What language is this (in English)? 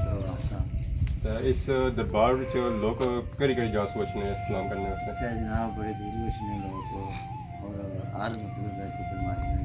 Pahari-Potwari